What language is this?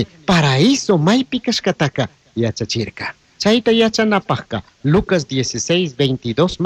Chimborazo Highland Quichua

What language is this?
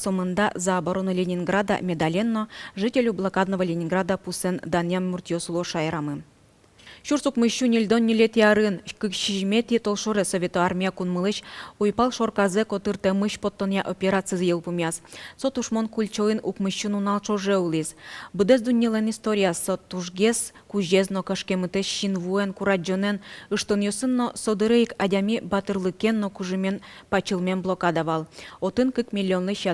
Udmurt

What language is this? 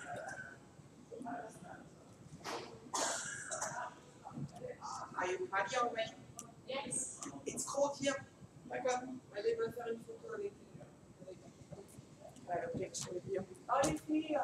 English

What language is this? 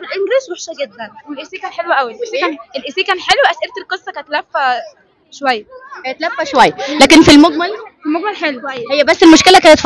Egyptian Arabic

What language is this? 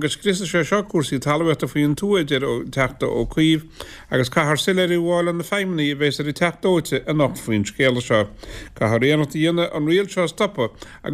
Irish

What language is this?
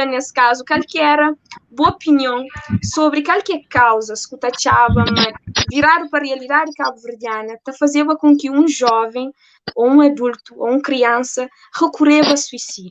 Kabuverdianu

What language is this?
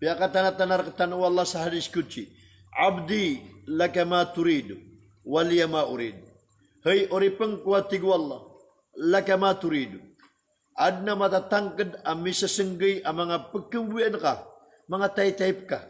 Maranao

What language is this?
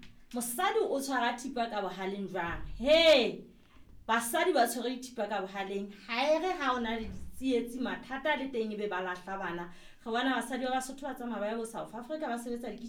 Southern Sotho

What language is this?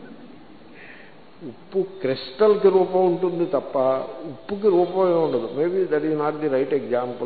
Telugu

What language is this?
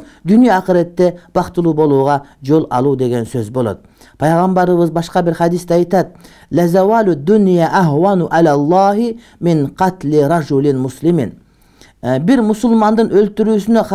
Kyrgyz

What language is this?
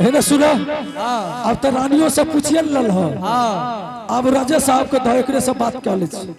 Angika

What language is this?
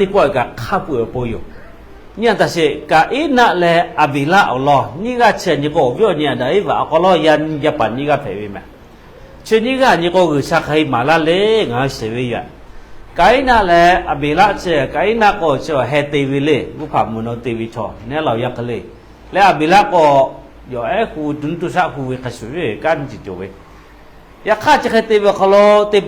Lahu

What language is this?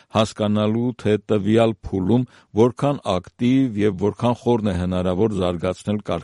Armenian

